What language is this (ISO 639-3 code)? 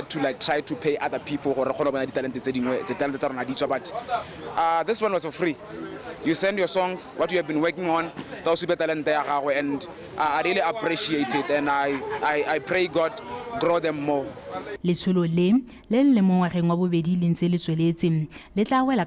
tsn